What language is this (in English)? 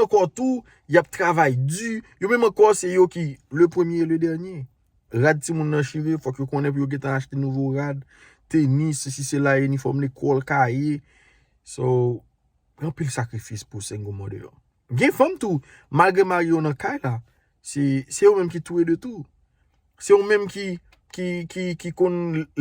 Haitian Creole